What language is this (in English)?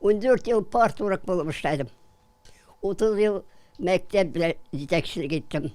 Tatar